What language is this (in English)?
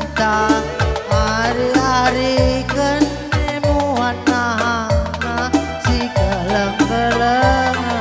Batak Karo